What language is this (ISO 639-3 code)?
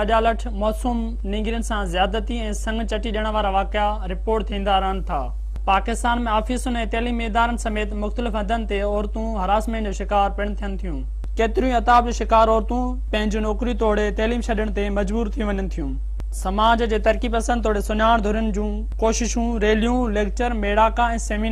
snd